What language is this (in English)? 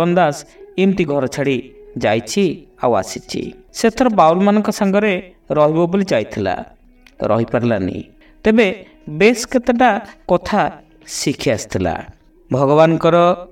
Odia